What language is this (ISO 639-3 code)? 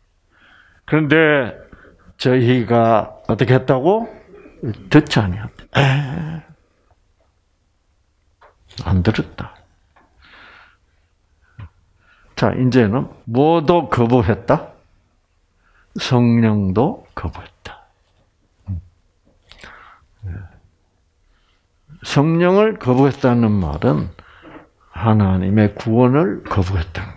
kor